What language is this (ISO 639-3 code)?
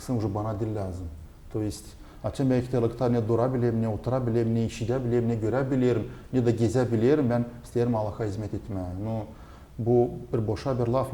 gag